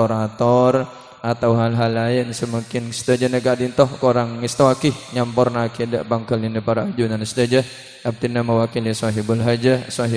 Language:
Madurese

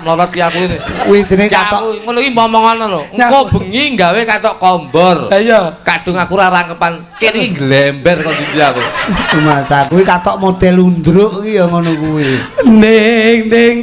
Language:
Javanese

